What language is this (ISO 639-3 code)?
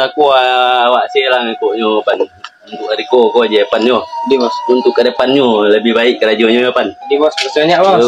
min